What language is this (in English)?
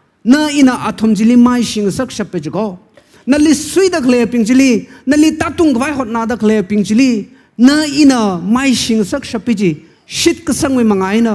Tangkhul Naga (India)